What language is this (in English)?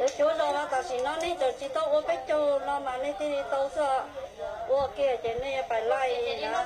Hmong